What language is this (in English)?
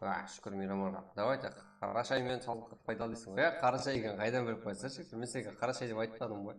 Kara-Kalpak